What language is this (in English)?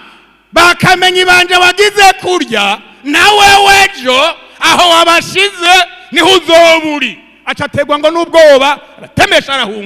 Rundi